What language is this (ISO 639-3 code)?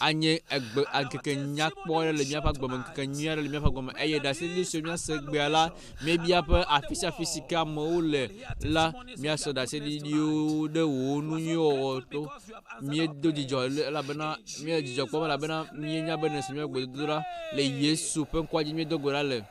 ewe